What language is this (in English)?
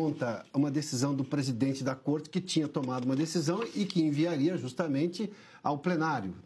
Portuguese